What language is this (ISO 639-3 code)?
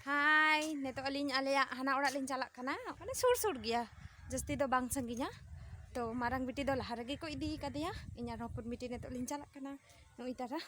sat